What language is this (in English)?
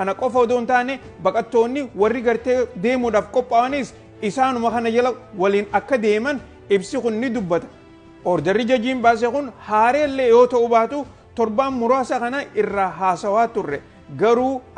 Oromo